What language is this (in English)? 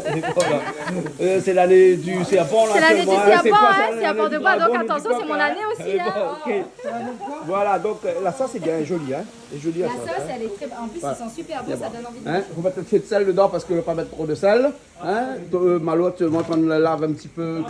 Réunion Creole French